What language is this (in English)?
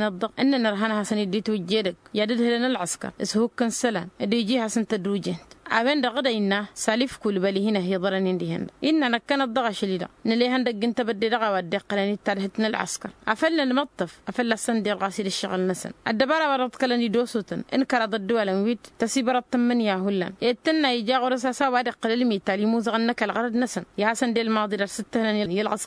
Tamasheq